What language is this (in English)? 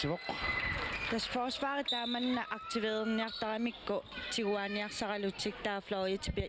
Kalaallisut